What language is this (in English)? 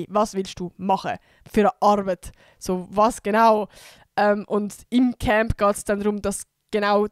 Swiss German